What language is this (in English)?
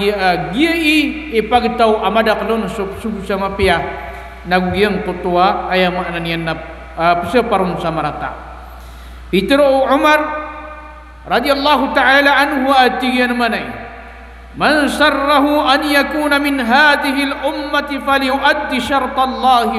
Maranao